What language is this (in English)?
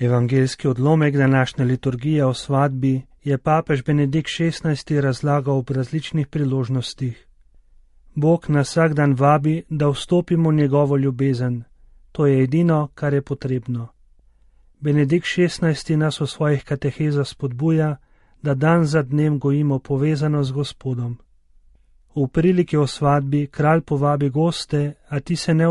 Slovenian